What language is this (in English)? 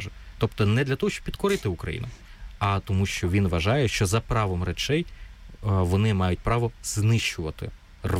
Ukrainian